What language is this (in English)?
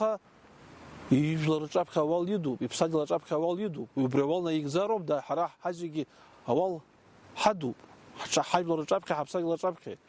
Abkhazian